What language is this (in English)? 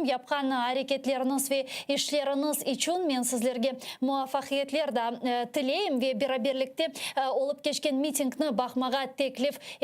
Crimean Tatar